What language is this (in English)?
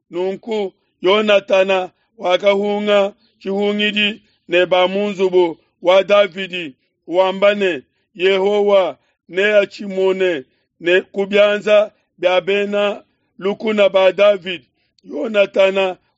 Luba-Lulua